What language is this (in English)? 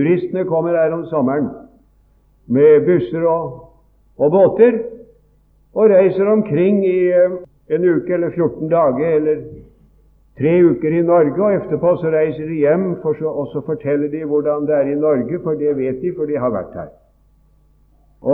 Norwegian